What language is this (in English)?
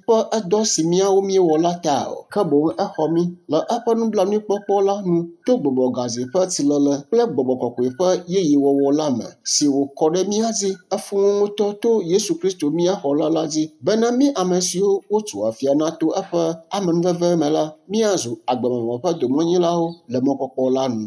Ewe